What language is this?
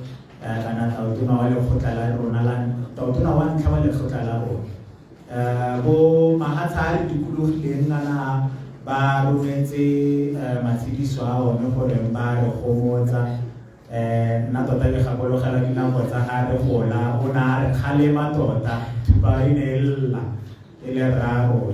Tswana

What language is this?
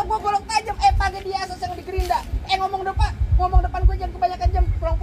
Betawi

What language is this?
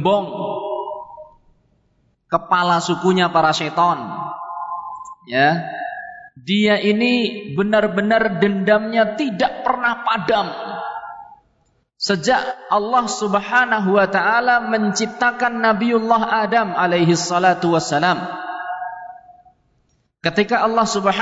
Indonesian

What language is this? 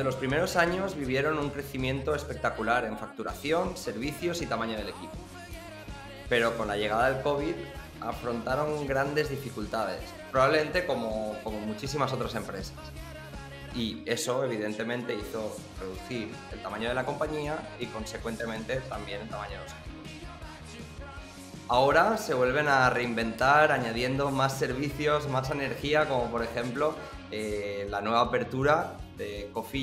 Spanish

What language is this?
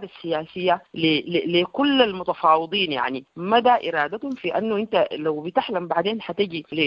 Sudanese Arabic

